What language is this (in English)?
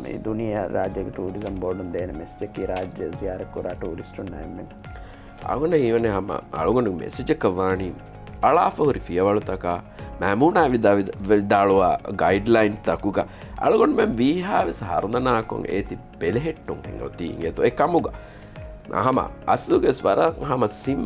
Divehi